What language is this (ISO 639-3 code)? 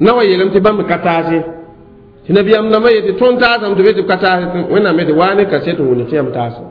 mos